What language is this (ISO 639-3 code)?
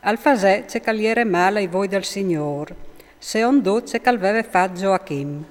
fur